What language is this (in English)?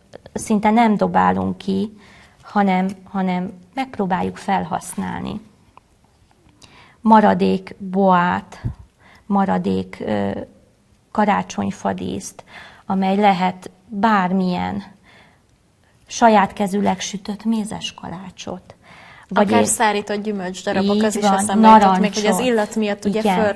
Hungarian